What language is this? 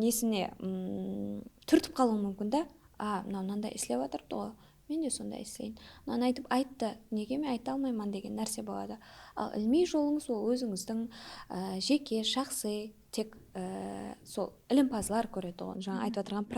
Kara-Kalpak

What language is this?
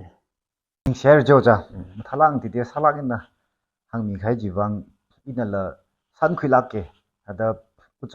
Tangkhul Naga (India)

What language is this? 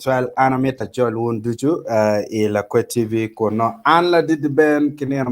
Acoli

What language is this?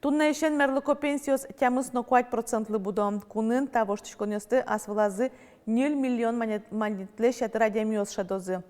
Udmurt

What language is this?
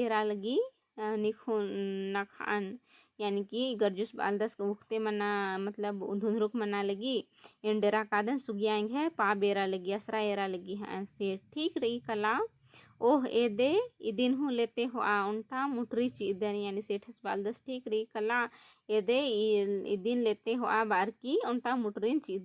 Kurukh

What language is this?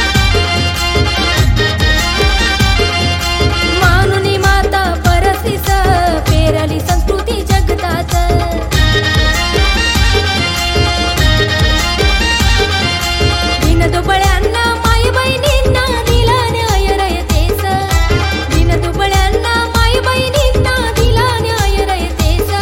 Marathi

